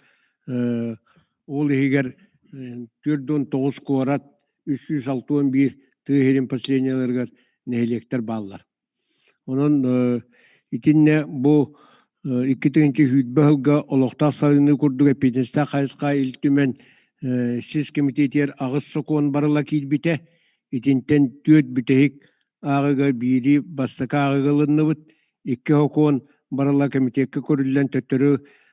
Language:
Yakut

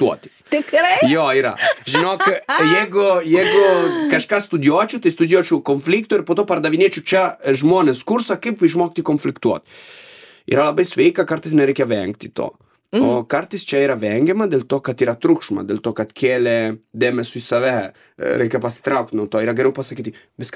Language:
Lithuanian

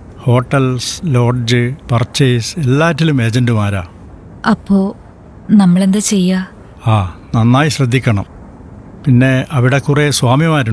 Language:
Malayalam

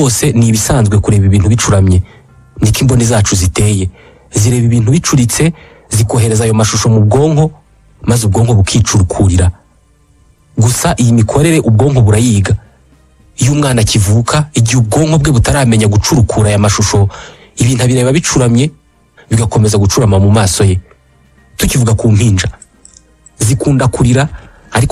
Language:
Kinyarwanda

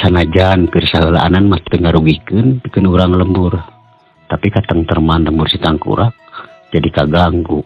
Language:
Sundanese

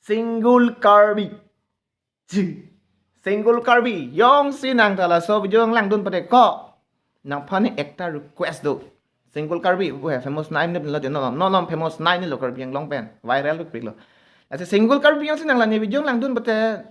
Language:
Karbi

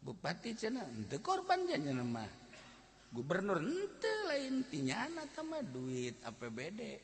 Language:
Sundanese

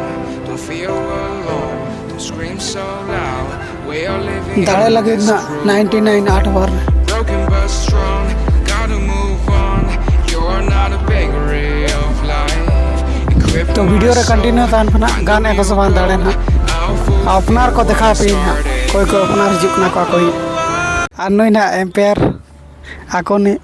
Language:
Santali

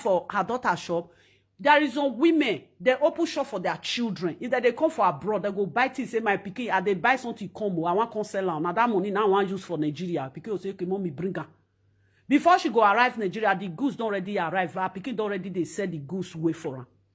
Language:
Nigerian Pidgin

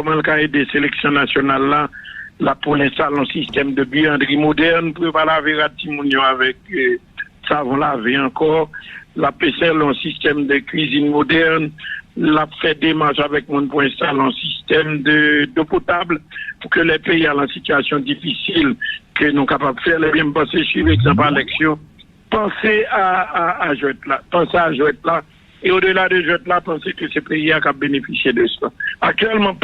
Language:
Haitian Creole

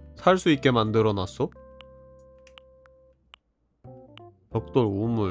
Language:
Korean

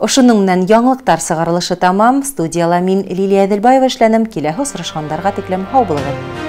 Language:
Bashkir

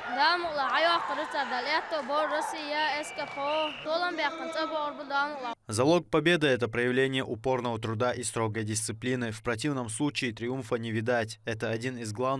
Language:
Chechen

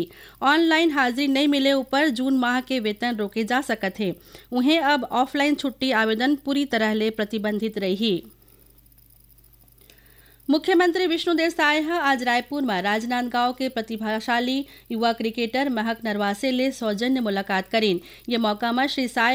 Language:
Chhattisgarhi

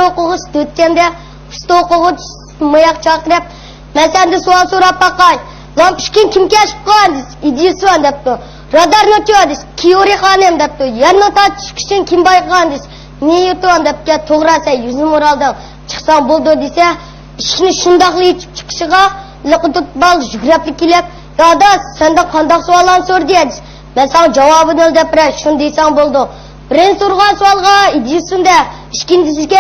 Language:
Uyghur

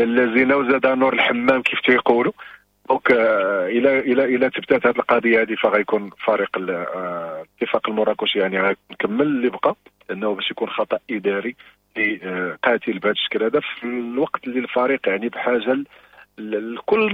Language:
Moroccan Arabic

